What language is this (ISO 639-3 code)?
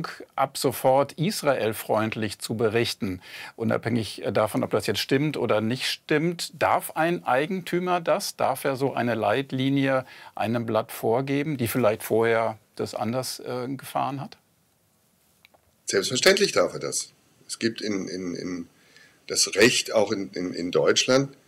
deu